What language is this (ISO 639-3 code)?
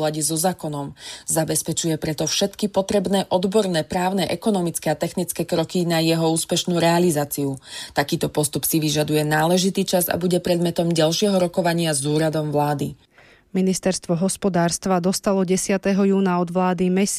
slk